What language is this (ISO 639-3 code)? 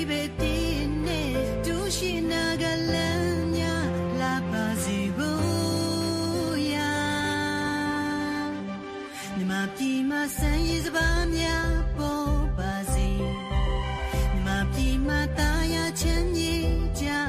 mya